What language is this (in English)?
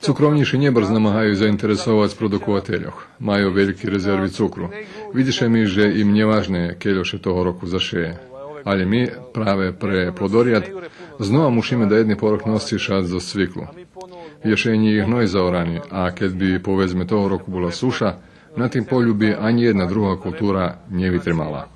Rusyn